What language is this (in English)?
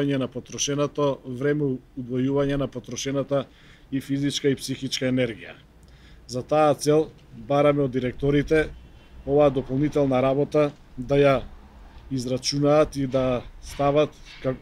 Macedonian